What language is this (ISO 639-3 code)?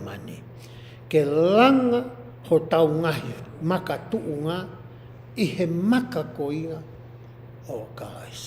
ton